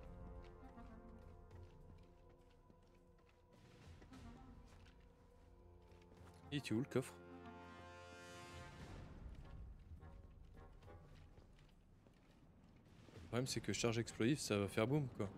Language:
French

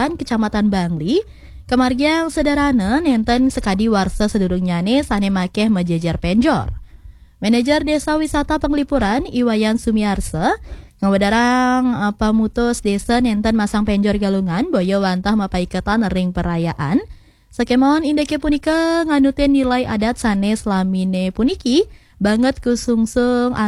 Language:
Balinese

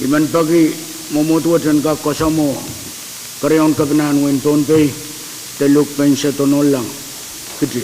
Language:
Pohnpeian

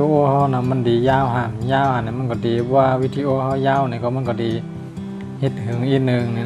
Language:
Shan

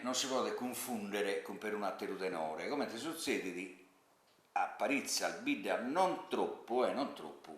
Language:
Sardinian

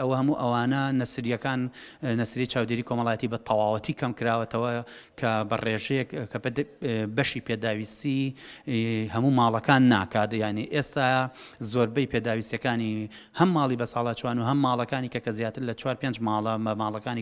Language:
Central Kurdish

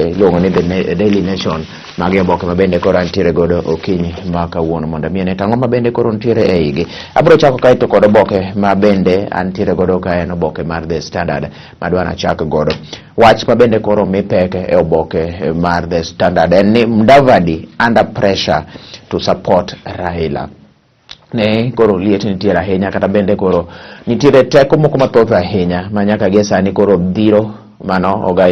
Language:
Luo (Kenya and Tanzania)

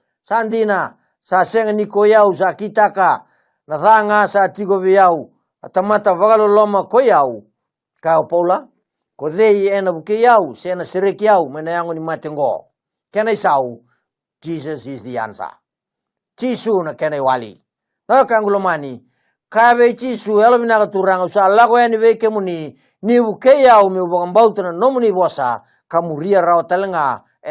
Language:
Fijian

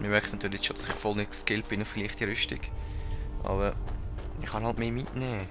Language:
Swiss German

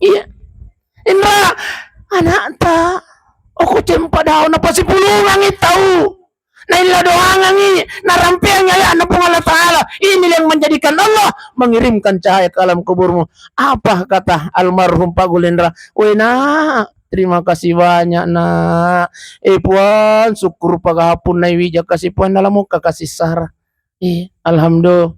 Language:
Buginese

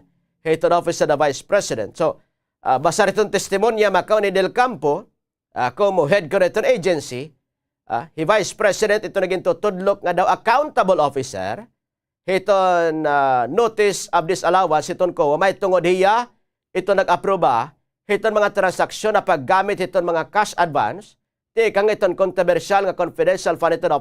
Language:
Waray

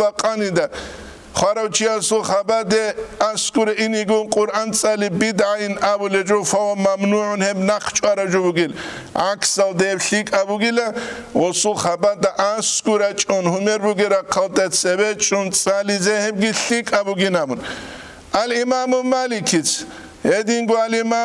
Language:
Avaric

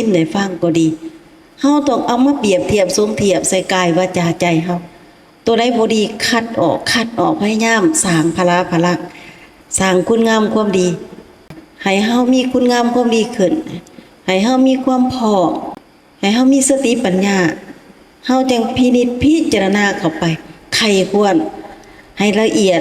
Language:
Lao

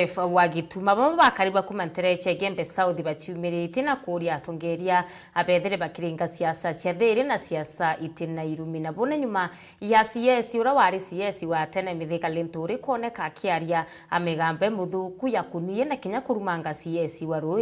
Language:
Meru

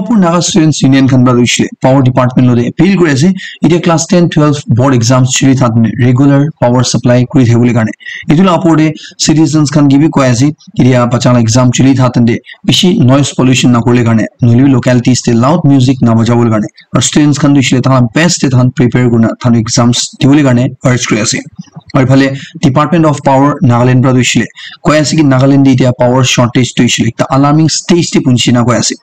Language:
Naga Pidgin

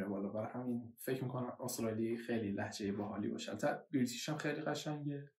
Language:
Persian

